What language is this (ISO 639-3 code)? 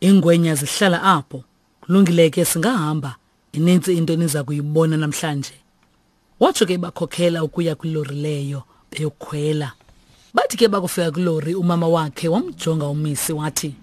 xho